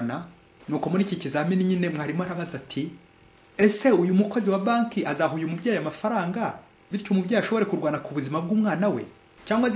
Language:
Kinyarwanda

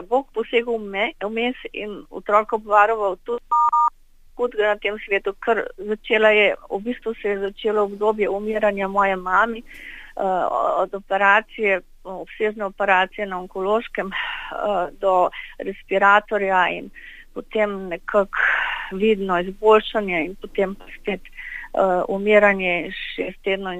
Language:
Slovenian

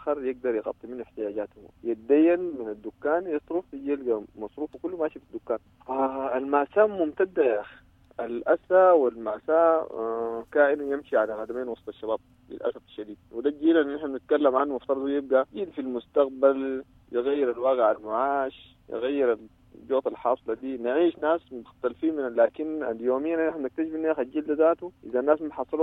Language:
Sudanese Arabic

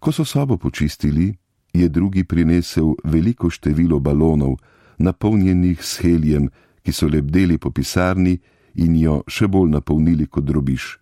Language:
Slovenian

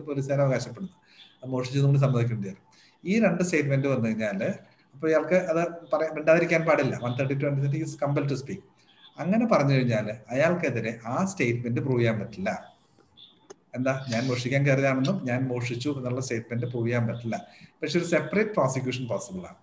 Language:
Malayalam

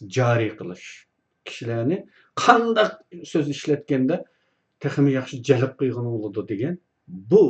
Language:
Uyghur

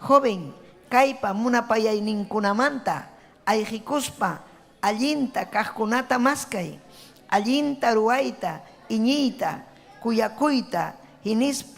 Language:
Ayacucho Quechua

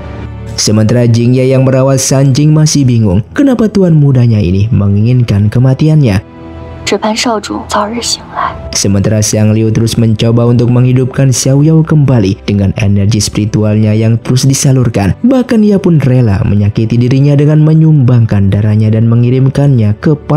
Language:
Indonesian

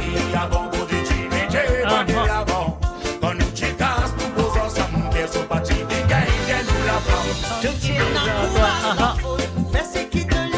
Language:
Morisyen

